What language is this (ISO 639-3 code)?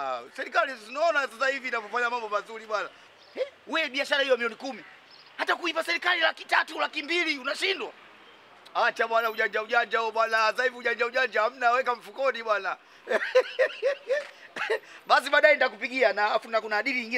swa